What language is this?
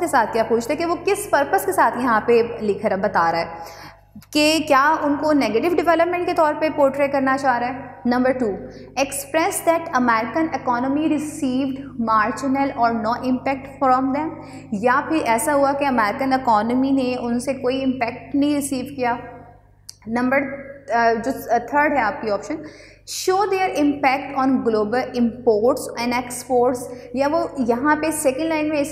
Hindi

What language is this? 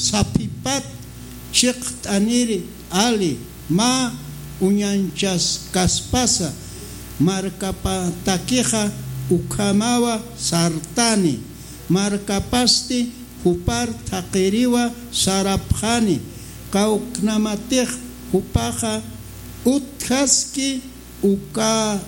Aymara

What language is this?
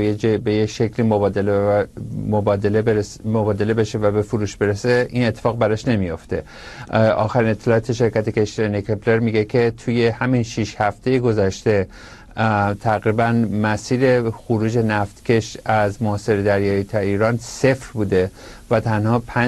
Persian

